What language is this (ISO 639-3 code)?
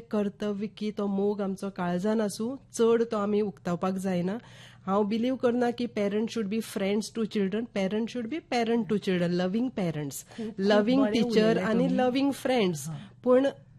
kok